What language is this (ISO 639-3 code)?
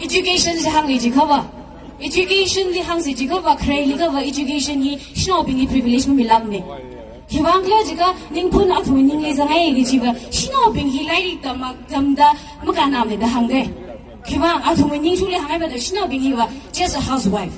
nmf